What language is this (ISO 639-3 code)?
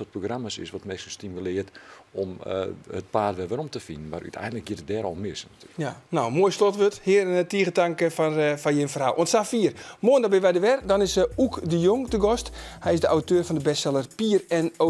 fry